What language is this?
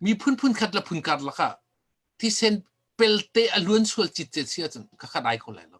Hakha Chin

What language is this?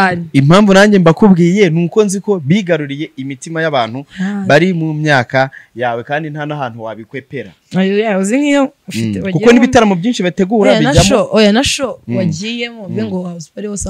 Kinyarwanda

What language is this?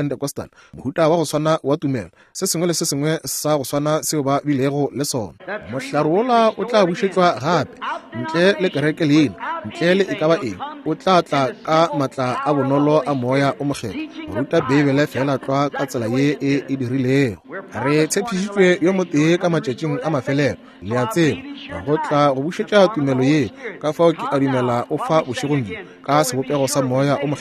Northern Sotho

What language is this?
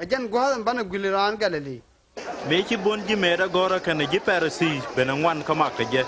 Nuer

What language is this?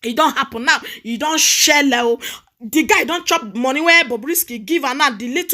Nigerian Pidgin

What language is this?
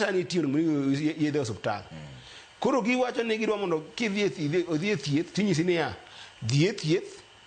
Luo (Kenya and Tanzania)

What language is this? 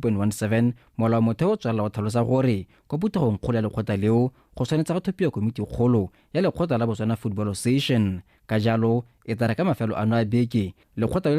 Tswana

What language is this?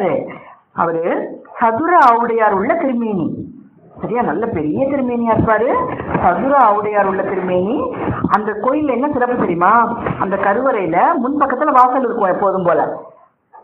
Tamil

